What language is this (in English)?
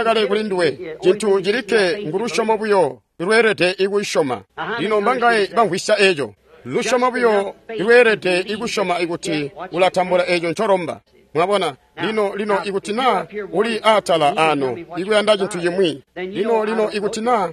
Tonga (Zambia)